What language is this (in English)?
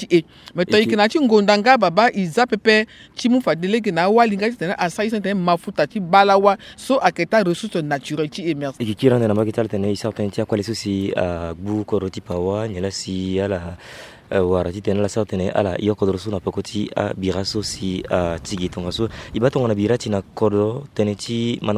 Sango